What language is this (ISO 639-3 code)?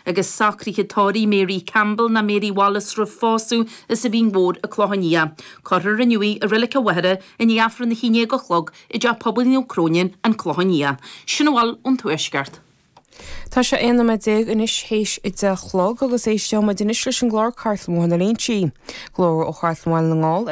gle